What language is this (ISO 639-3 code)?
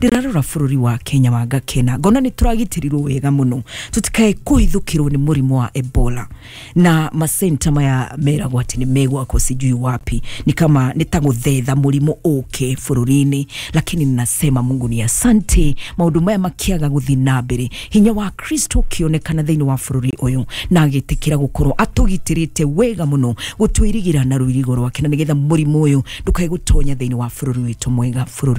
kik